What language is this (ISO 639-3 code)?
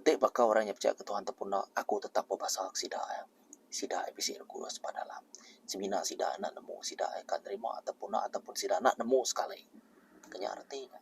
iba